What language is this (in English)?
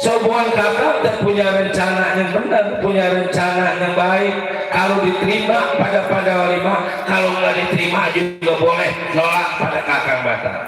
Betawi